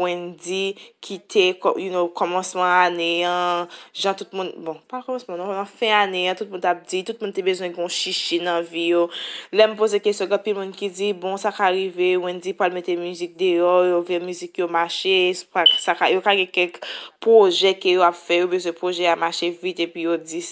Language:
Haitian Creole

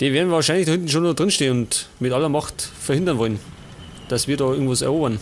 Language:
Bavarian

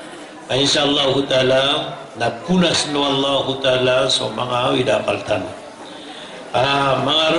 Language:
Maranao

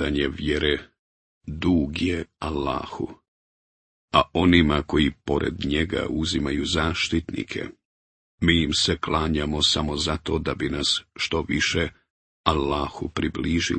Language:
Bosnian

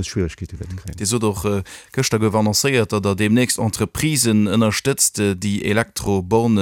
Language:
Luxembourgish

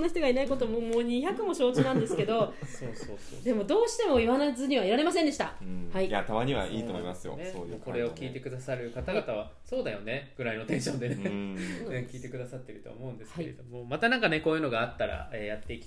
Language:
Japanese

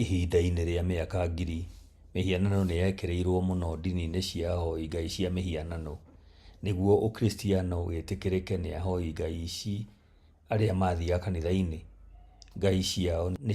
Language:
Kikuyu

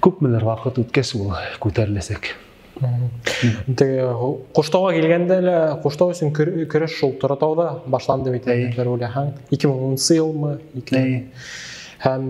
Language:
Bashkir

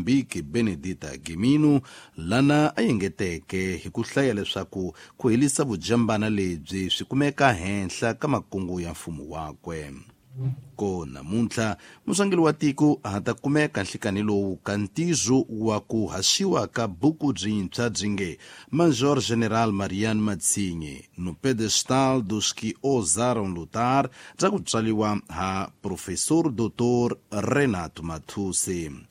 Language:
Tsonga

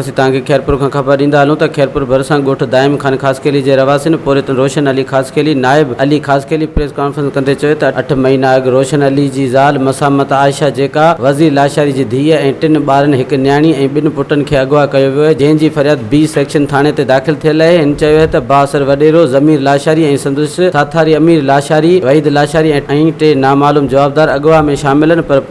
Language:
Sindhi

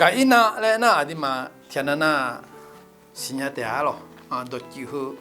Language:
Akha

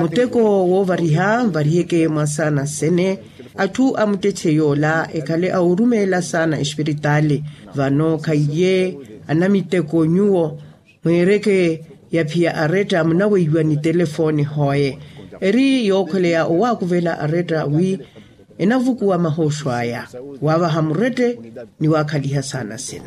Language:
Makhuwa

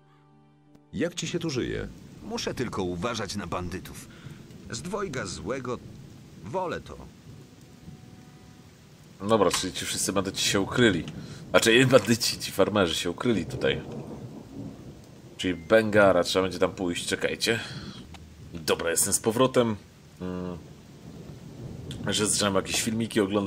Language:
Polish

